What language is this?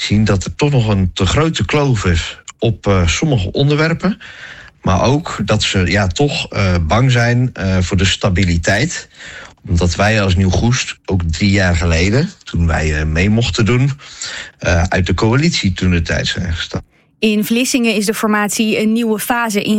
Dutch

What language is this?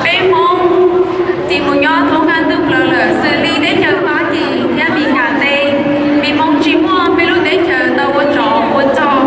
Hmong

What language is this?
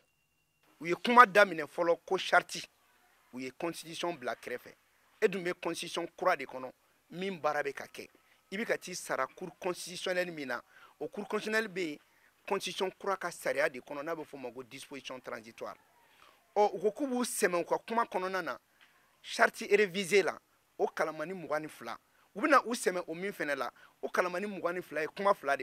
Bambara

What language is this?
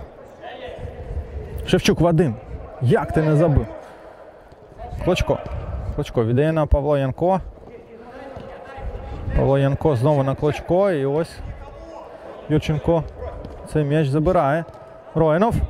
Ukrainian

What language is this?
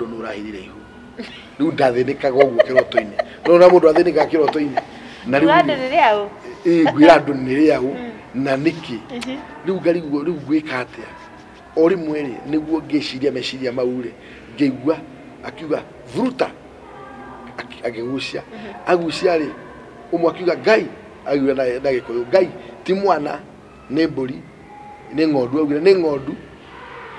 Kikuyu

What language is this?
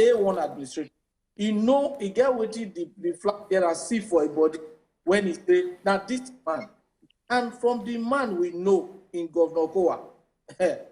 Nigerian Pidgin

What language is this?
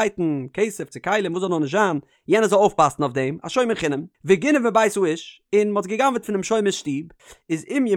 Yiddish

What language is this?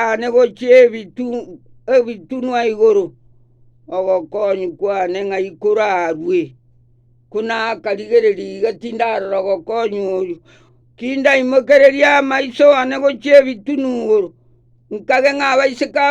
Gusii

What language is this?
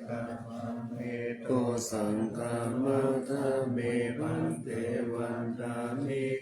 Pali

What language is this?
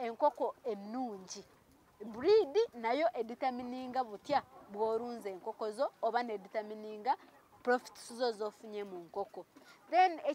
Ganda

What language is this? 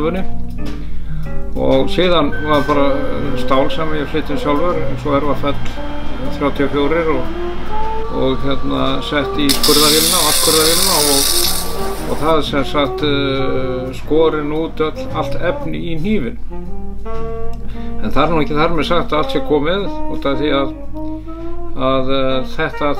Icelandic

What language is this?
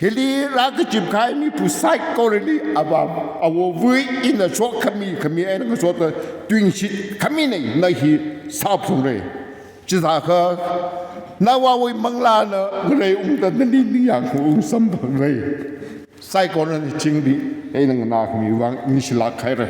Tangkhul Naga (India)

